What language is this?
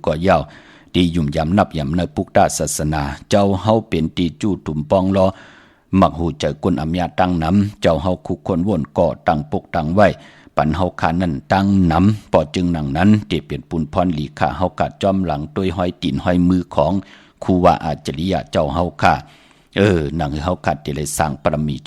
Shan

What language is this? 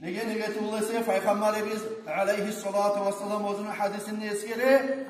Kumyk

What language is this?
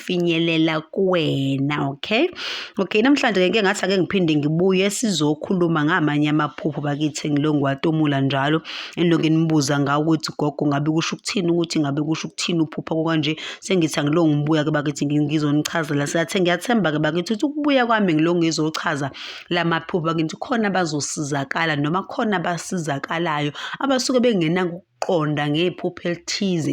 Zulu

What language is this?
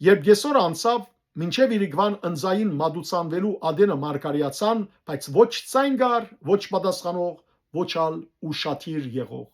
Western Armenian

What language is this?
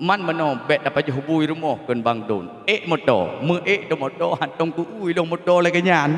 Achinese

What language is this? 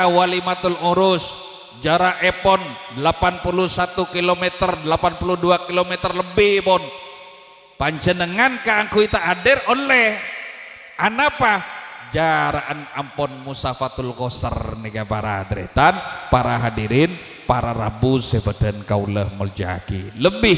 Madurese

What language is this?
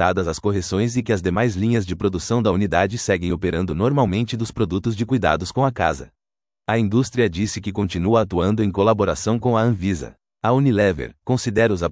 Portuguese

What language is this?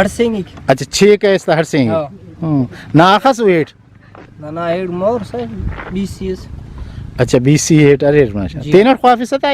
Brahui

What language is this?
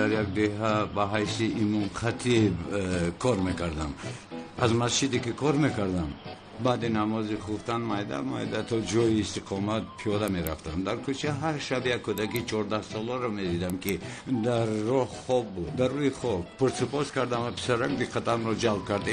Tajik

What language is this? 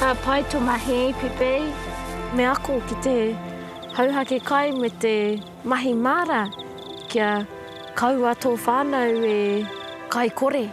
Māori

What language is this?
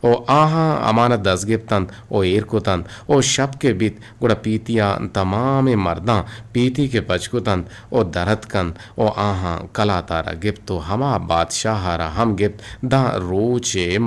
Eastern Balochi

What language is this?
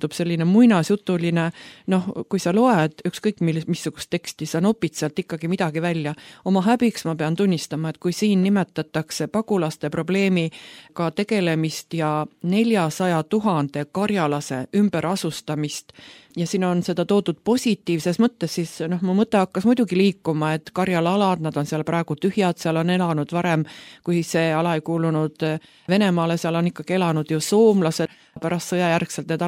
Estonian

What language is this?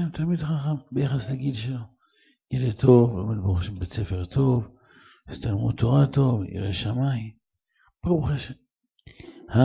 Hebrew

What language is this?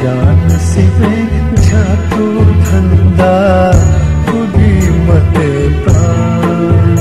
Newari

